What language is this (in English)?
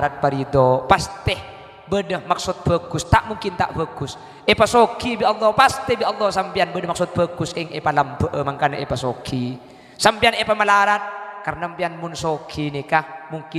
Madurese